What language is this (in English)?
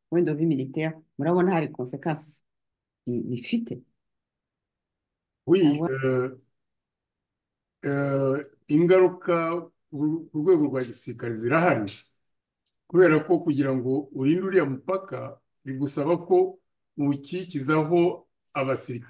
Kinyarwanda